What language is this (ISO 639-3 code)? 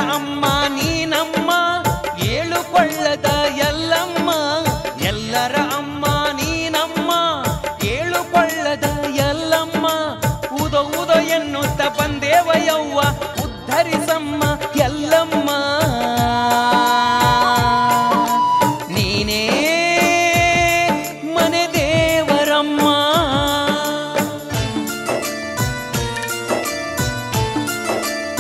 kan